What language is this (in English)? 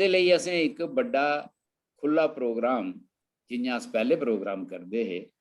Dogri